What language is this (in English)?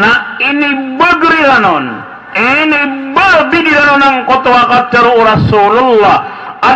Maranao